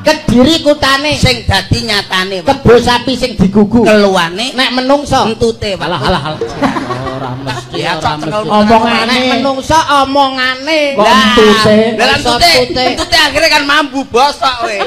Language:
Javanese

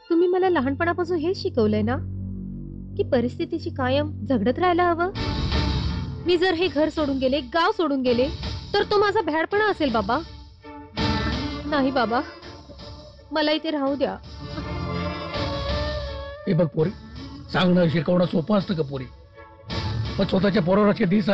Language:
Marathi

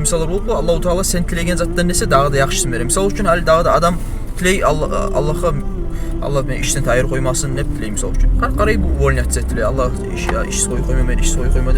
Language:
Kumyk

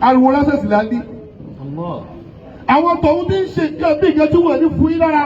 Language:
Yoruba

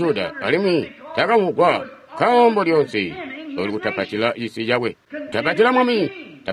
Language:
Tonga (Zambia)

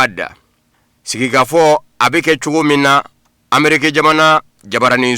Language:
Bambara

